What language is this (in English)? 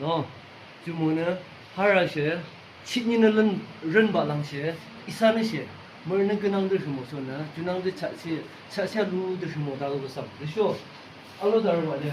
Yimchungru Naga